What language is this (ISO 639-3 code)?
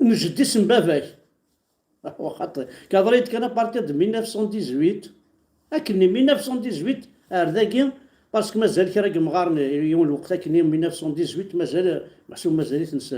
kab